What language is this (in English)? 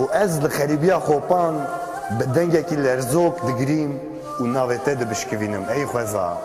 Kurdish